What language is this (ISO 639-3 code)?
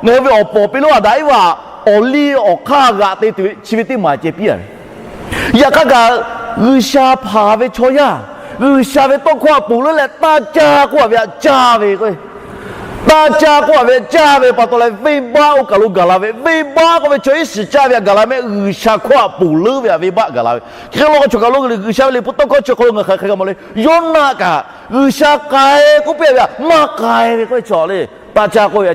lhu